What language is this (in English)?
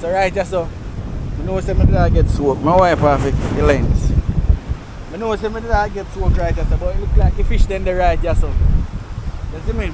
Jamaican Creole English